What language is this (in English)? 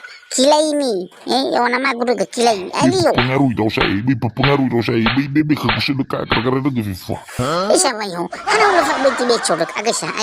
Nias